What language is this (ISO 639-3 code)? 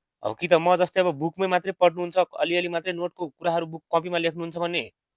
nep